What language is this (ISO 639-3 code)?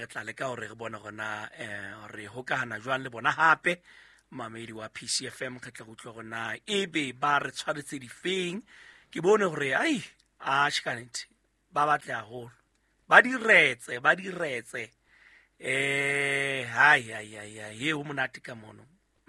sot